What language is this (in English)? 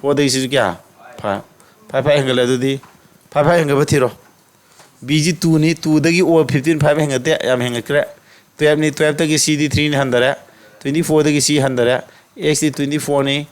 Manipuri